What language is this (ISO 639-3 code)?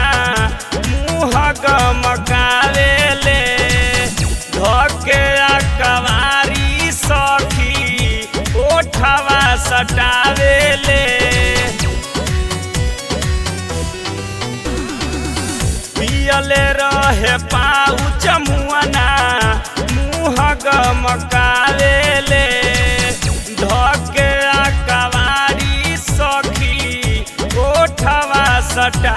bho